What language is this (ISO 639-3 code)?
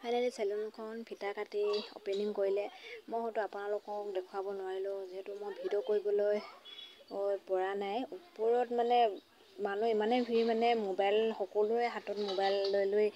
asm